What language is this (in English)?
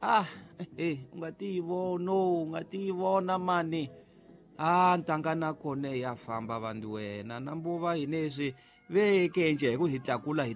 Tsonga